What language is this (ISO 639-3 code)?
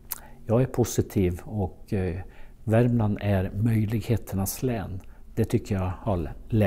swe